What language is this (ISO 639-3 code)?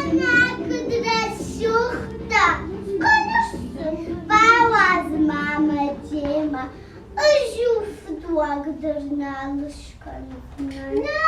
oss